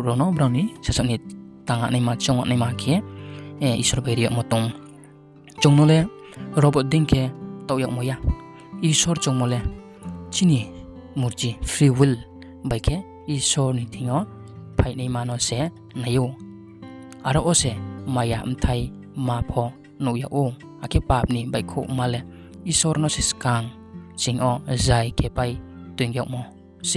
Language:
Riang (India)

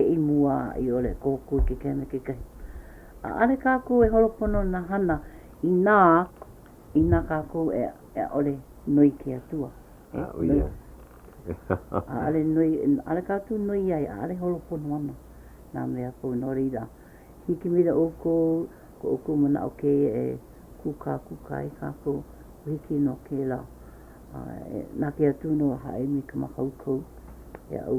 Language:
Hawaiian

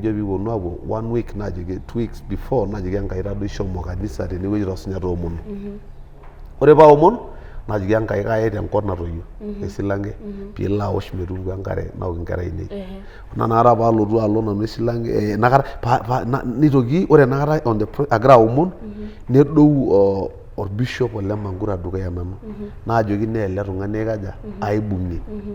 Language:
Masai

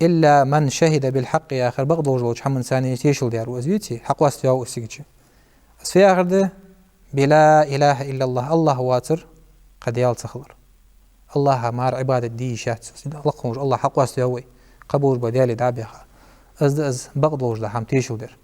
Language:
Ingush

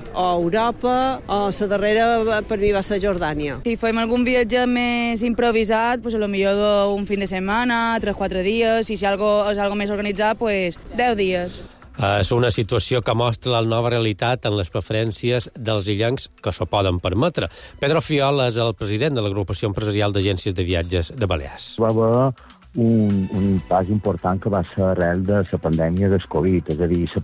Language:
Catalan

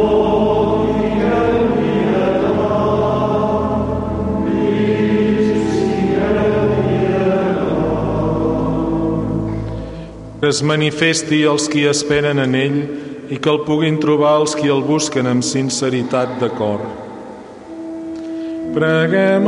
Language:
Catalan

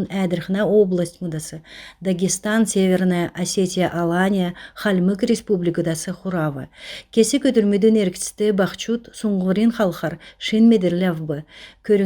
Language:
Kalmyk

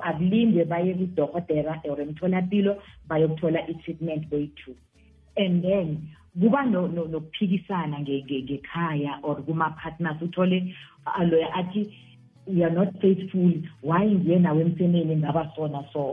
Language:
South Ndebele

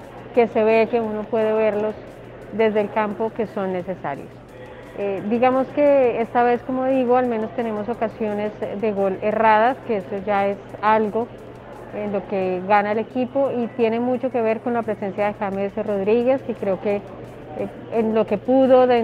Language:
Spanish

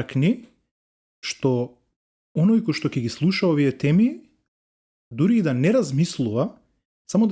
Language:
Macedonian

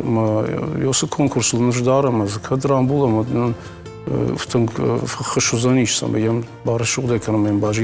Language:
Ossetic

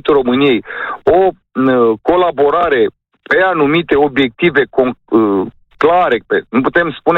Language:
Romanian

